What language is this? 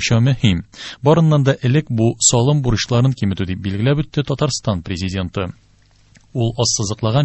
Tatar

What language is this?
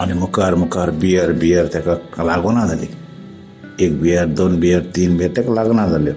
Konkani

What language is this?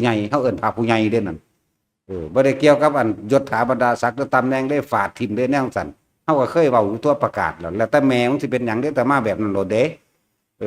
Northeastern Thai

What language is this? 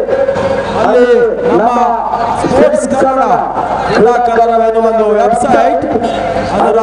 Kannada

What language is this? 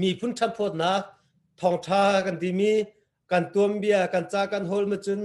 Hakha Chin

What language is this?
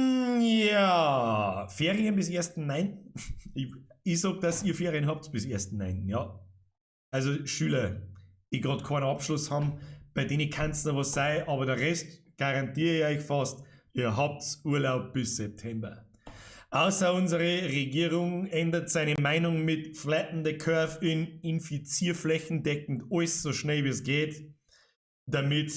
Bavarian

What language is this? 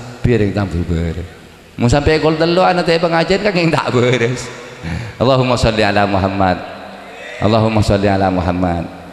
Madurese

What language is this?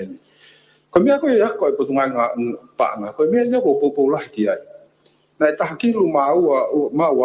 Tongan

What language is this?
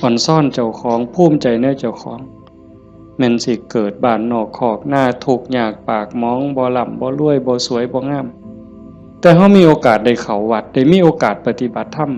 Northeastern Thai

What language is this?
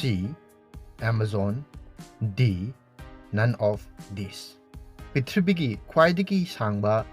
Manipuri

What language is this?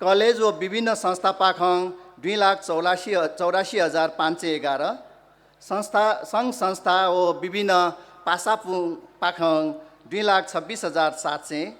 Newari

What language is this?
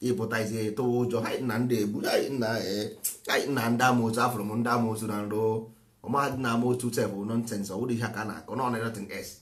Igbo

